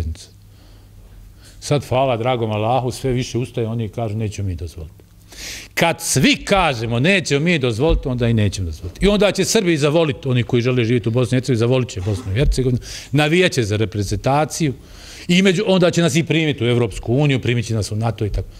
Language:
Bosnian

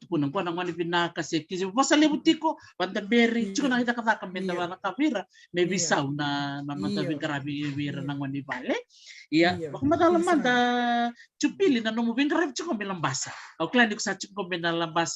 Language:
Fijian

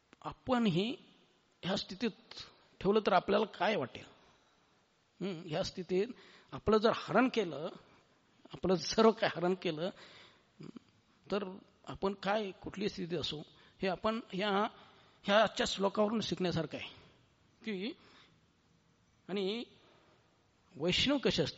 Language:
Marathi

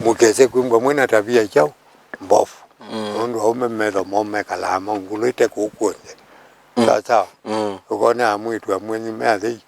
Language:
Kamba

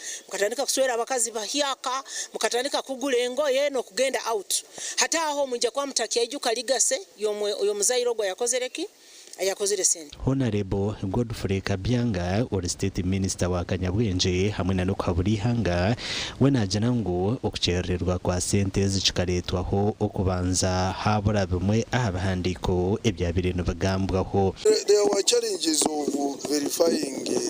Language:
Nyankole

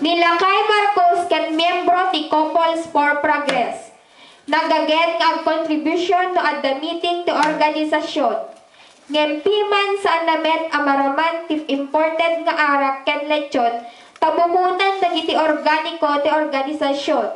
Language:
Iloko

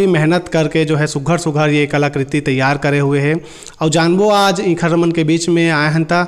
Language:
Chhattisgarhi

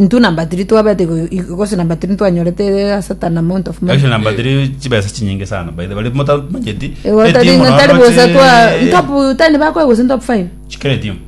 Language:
Gusii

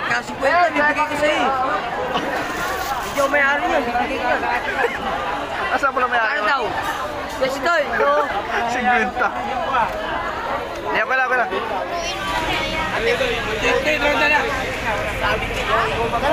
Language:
Filipino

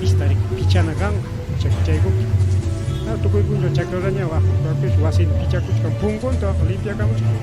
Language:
Ayacucho Quechua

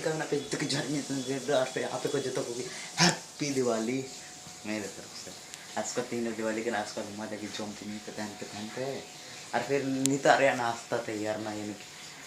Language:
Santali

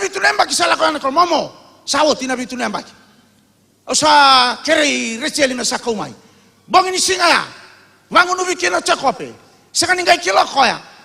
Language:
Fijian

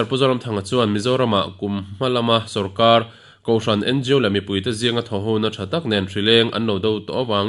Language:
Mizo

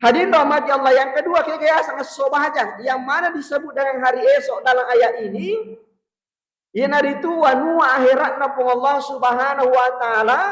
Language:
Buginese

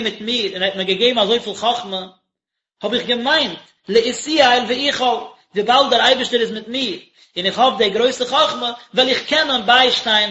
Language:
Yiddish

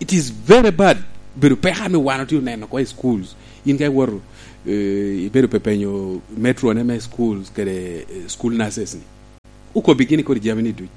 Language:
Lango (Uganda)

